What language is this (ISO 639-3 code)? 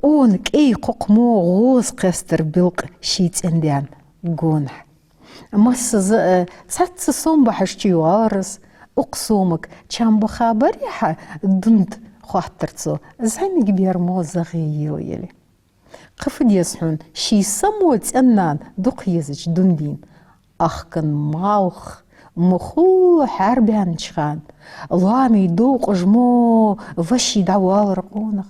inh